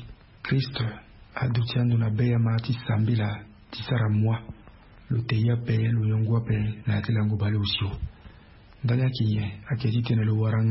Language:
Sango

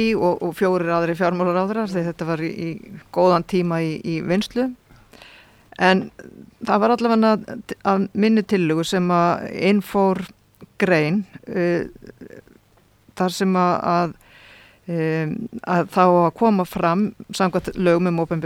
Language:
Icelandic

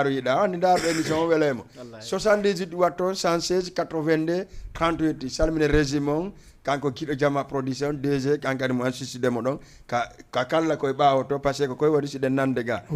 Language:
Fula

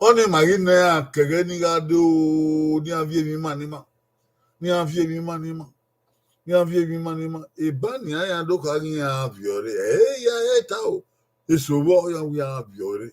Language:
Bini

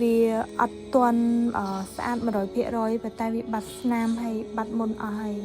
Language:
Khmer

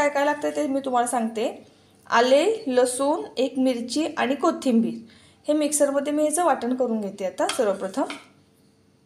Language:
Marathi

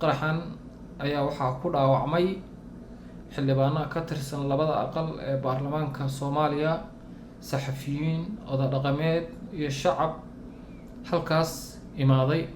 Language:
Somali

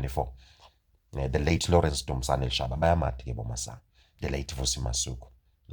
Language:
Swati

